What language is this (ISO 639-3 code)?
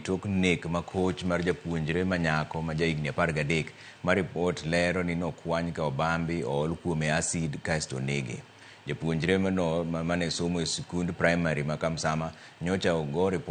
luo